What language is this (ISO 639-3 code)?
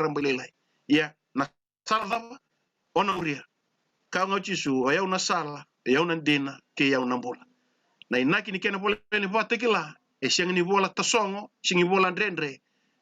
fij